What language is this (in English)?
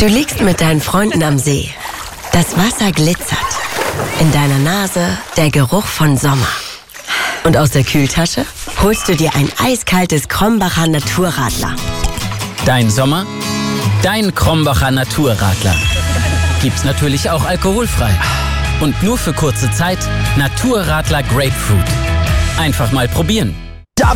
German